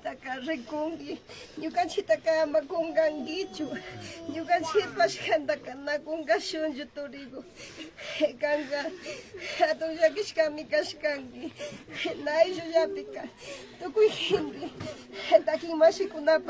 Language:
Imbabura Highland Quichua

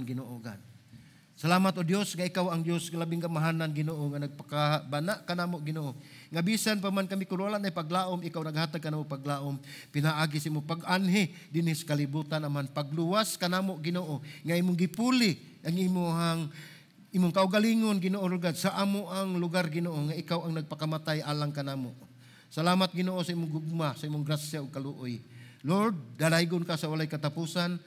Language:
Cebuano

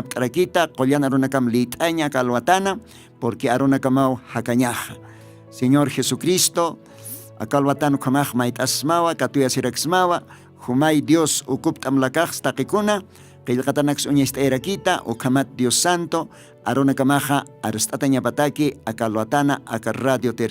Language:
Aymara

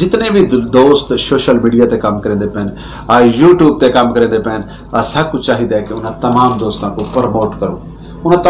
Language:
Saraiki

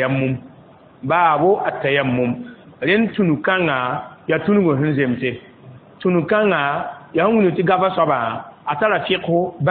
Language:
Mossi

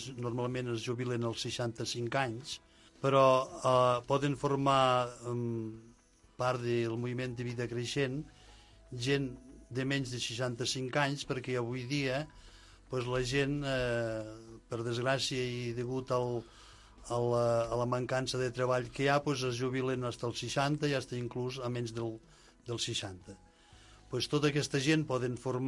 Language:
Catalan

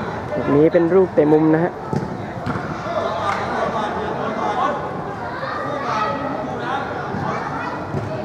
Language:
Thai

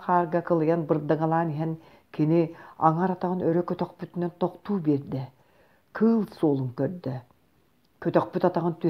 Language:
Yakut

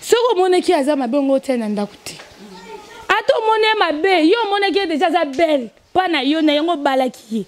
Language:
Lingala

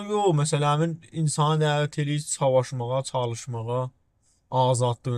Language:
South Azerbaijani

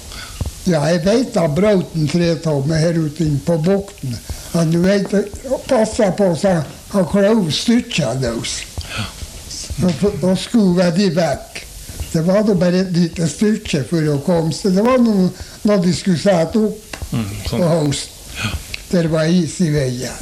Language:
Norwegian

